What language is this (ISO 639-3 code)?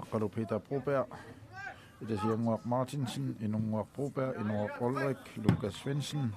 kal